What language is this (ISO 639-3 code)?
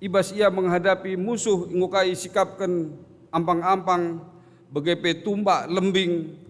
btx